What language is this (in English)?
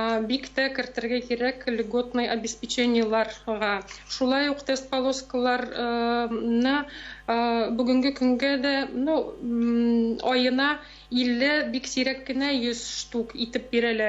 Tatar